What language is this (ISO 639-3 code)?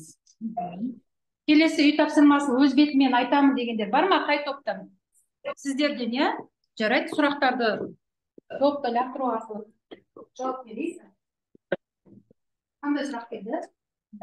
kaz